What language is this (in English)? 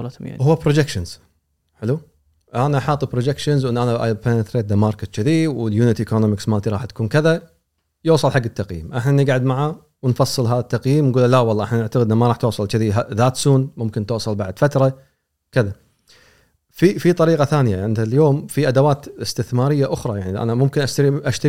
Gulf Arabic